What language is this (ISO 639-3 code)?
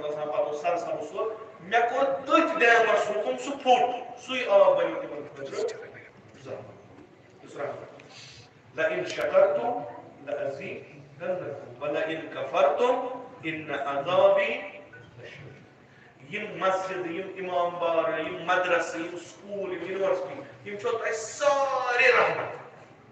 kas